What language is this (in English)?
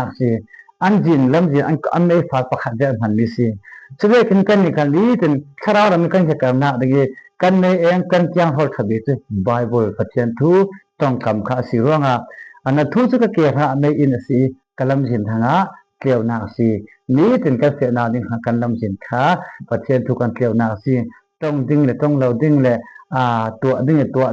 Falam Chin